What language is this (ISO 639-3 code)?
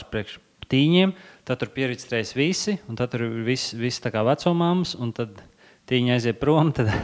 lav